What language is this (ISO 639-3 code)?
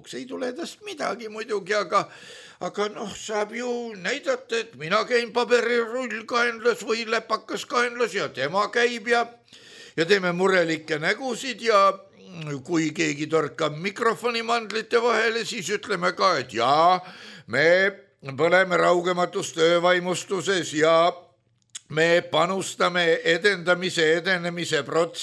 est